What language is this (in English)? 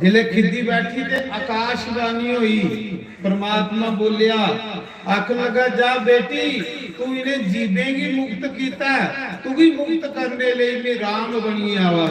Dogri